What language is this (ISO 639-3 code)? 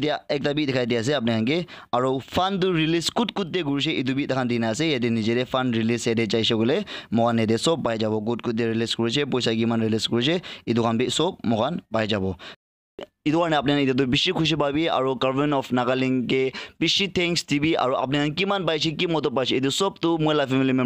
nag